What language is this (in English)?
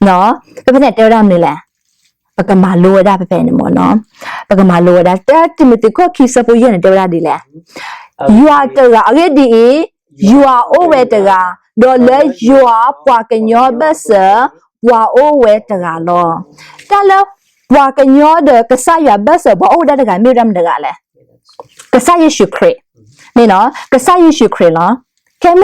S'gaw Karen